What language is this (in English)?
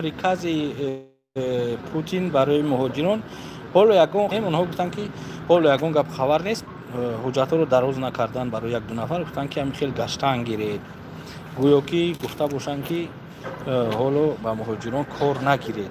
Tajik